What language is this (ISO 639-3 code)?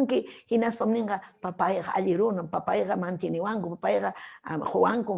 quy